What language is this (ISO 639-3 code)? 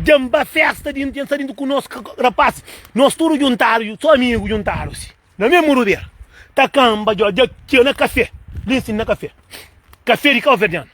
kea